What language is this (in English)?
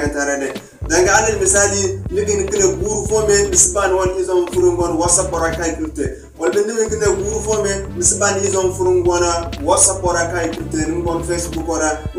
Zarma